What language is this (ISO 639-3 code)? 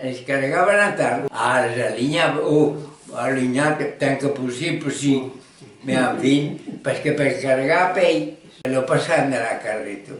oci